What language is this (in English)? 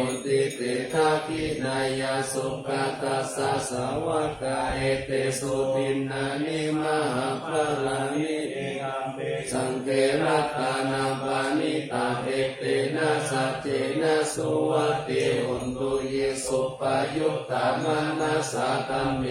Pali